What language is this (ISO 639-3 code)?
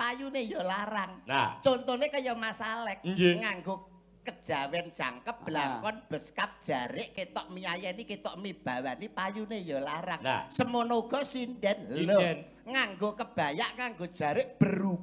jav